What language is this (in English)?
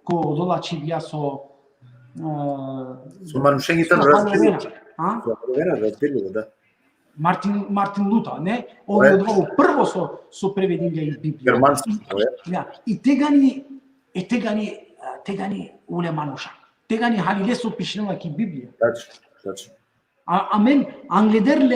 Balkan Romani